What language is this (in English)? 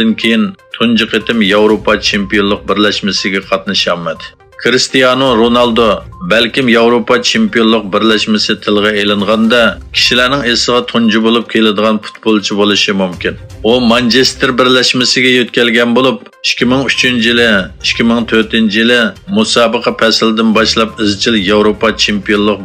Uyghur